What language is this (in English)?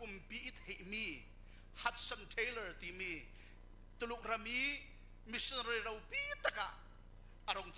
Falam Chin